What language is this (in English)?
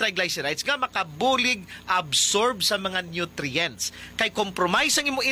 Hiligaynon